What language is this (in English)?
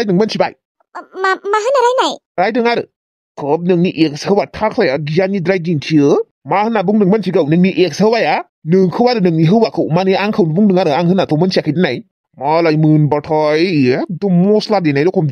Bodo